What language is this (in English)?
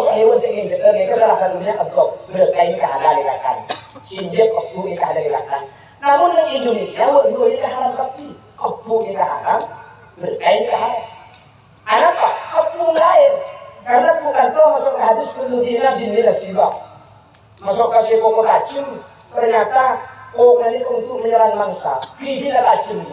Madurese